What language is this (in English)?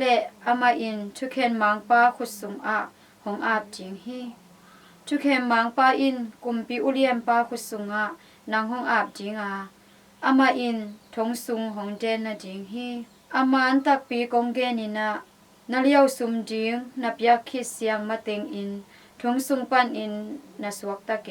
Tedim Chin